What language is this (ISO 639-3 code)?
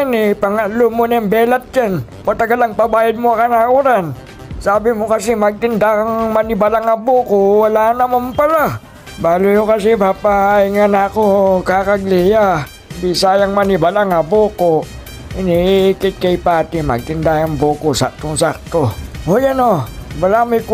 pam